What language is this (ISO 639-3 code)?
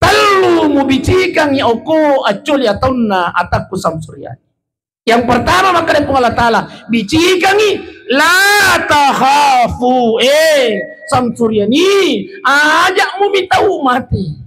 bug